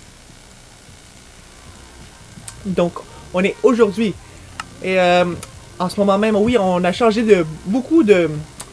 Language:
French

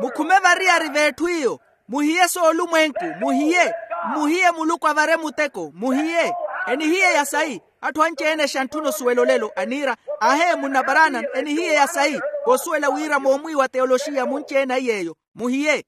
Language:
Makhuwa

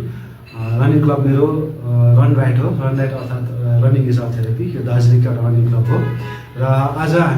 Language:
Nepali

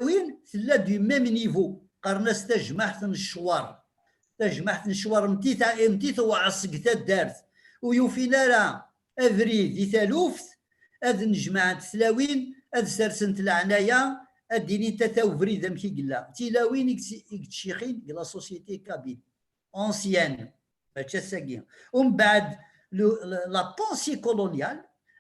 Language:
Kabyle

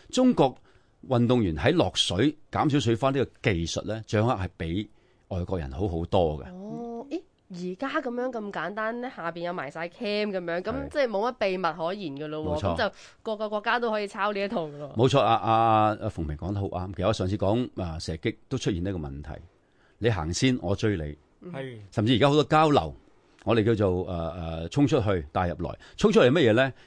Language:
Cantonese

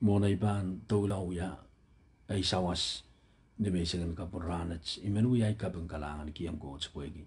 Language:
Pohnpeian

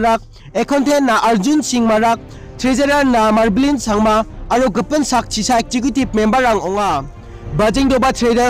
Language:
Garo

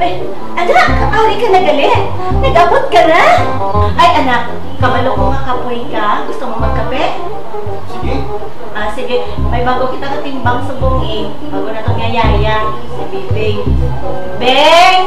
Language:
Hiligaynon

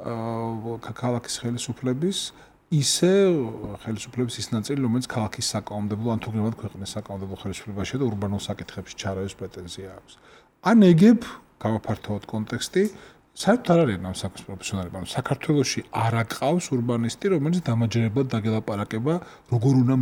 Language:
Georgian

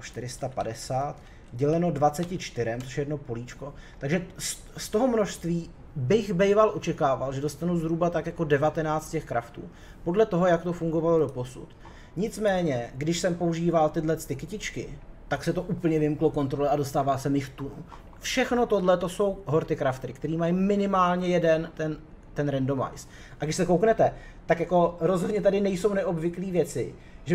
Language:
Czech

